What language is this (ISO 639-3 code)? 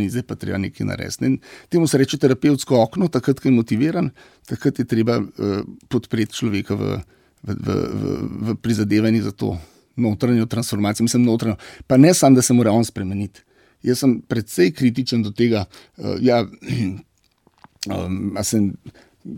slv